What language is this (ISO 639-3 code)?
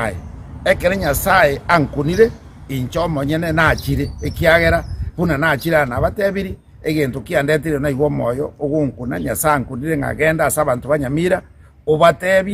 guz